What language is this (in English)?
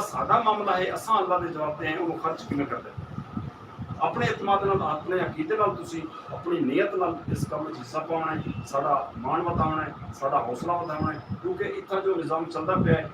Saraiki